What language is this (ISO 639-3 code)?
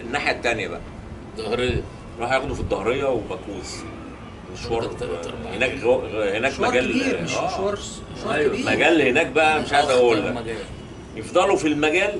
arz